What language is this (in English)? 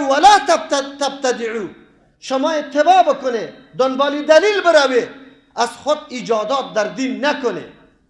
Persian